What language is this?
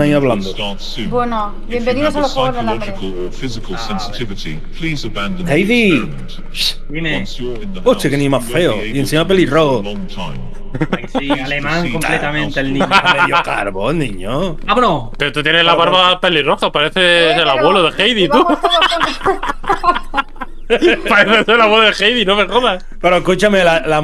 Spanish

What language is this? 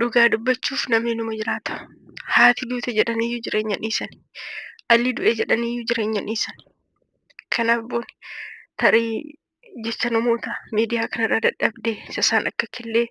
Oromo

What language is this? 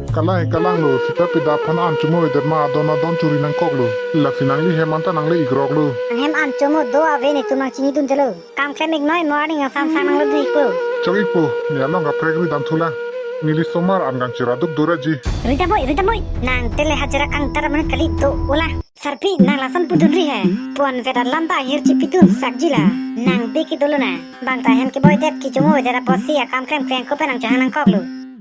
Karbi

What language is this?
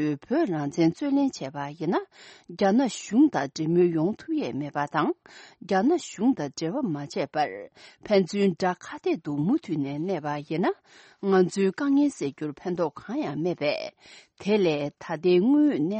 Tibetan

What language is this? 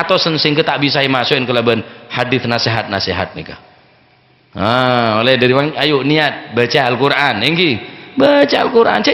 Madurese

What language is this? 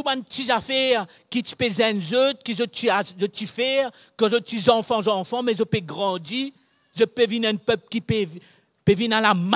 Morisyen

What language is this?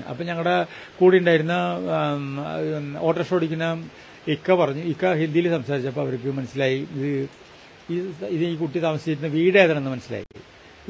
Malayalam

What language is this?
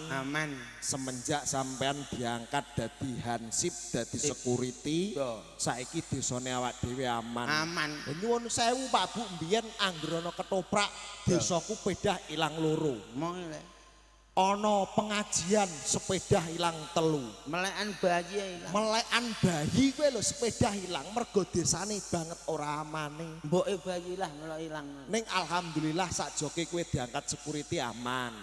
Javanese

